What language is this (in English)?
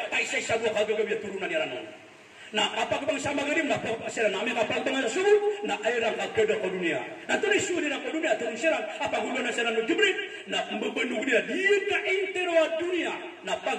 Maranao